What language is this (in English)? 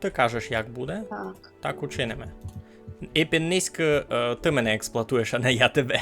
Rusyn